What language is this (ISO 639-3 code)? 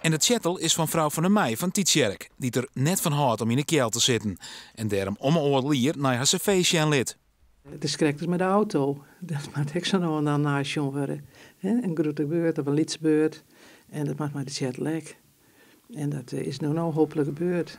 fry